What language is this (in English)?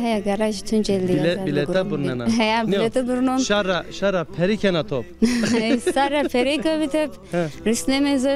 Zaza